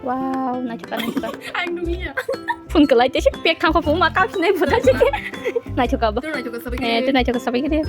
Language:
Kok Borok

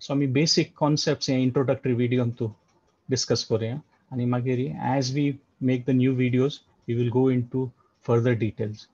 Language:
Konkani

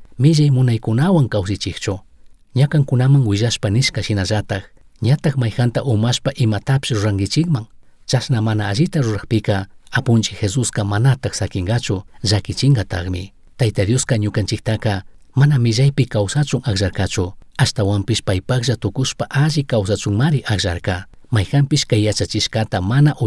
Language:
Chimborazo Highland Quichua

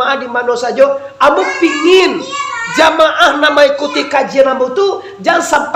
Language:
Minangkabau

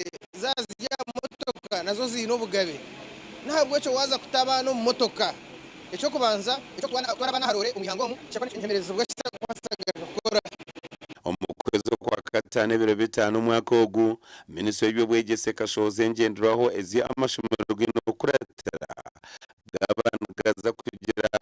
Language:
Nyankole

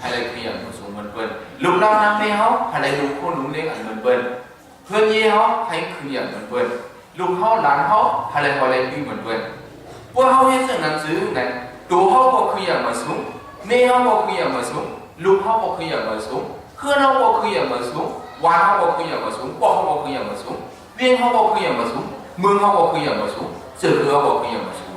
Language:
Shan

